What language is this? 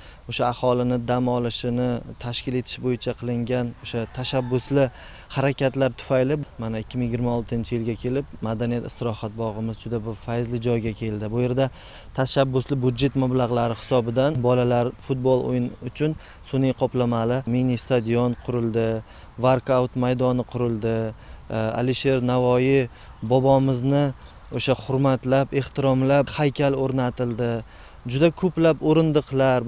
Uzbek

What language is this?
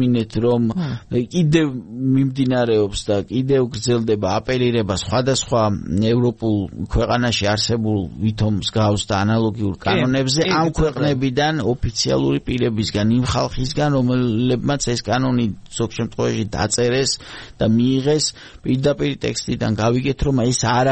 Georgian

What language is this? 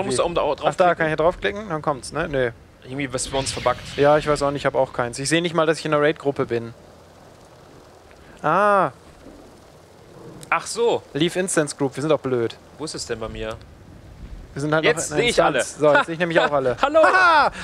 German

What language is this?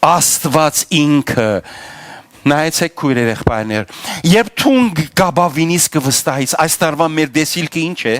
Western Armenian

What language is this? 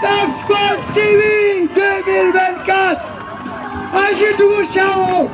Atikamekw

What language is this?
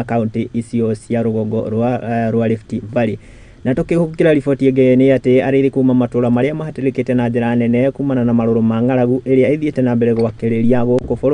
Kikuyu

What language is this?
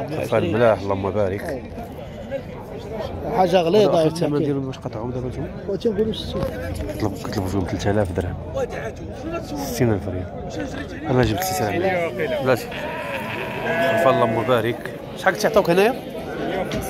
Moroccan Arabic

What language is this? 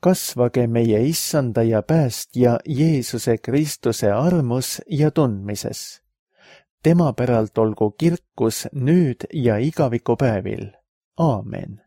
Estonian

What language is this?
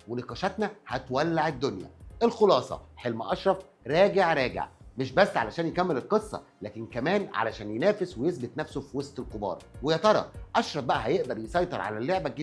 Egyptian Arabic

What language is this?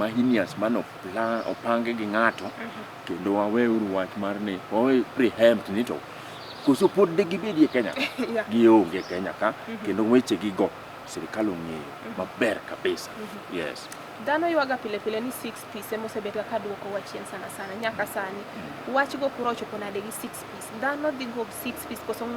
Luo (Kenya and Tanzania)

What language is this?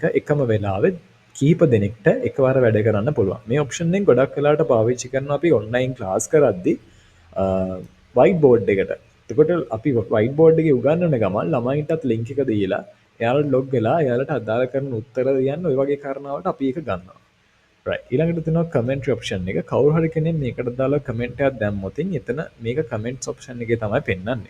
Sinhala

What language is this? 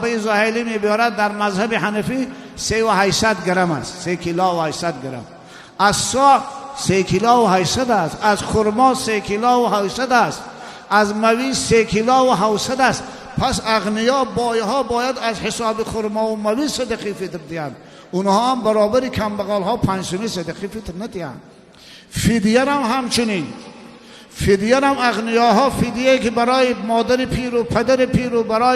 Tajik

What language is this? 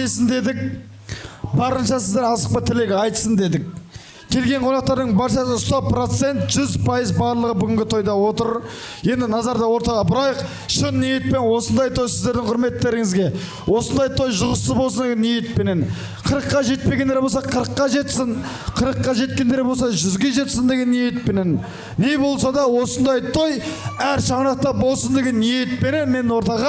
Kazakh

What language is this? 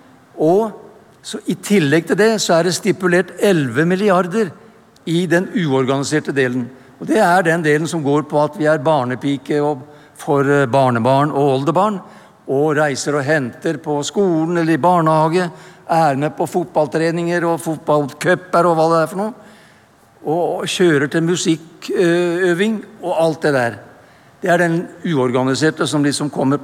Norwegian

